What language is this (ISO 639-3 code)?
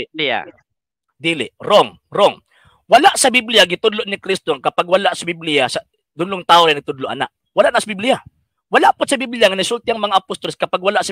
ceb